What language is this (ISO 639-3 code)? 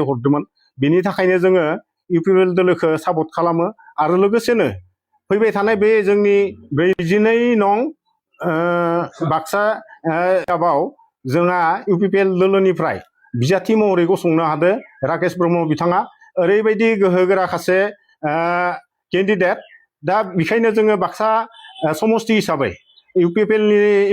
brx